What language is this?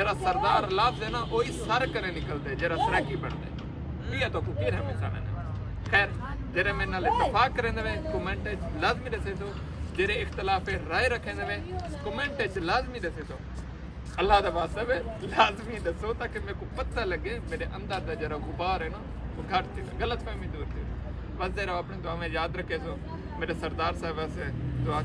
Saraiki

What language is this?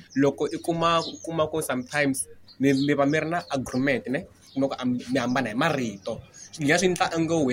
Tsonga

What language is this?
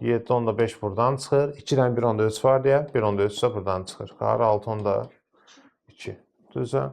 Azerbaijani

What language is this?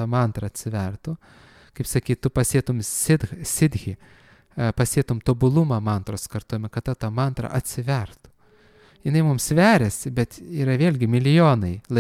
Lithuanian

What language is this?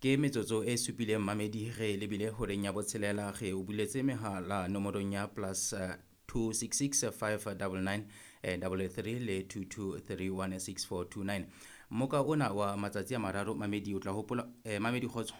Southern Sotho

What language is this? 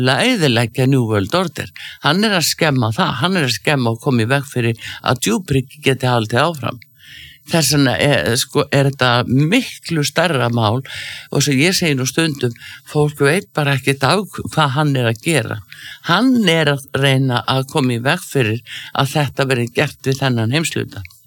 Icelandic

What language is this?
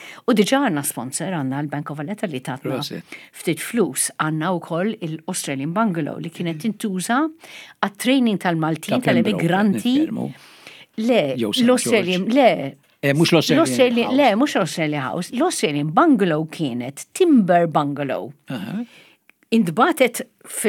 Maltese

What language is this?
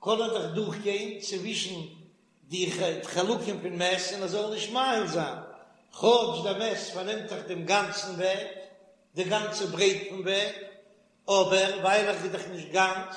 Yiddish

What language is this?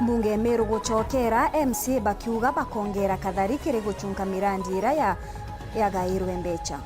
Meru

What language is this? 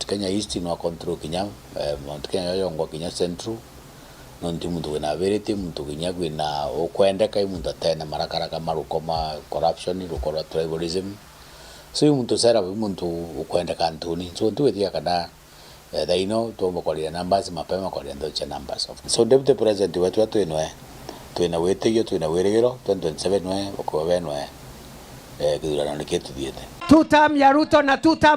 Meru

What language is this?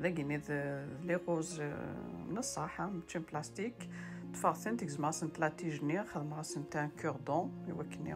Kabyle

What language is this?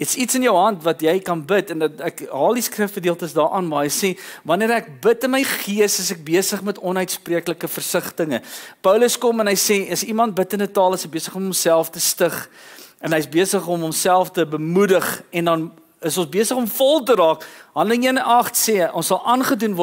Afrikaans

